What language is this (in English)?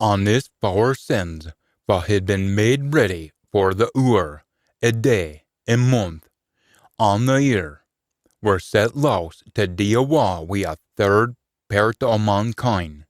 Scots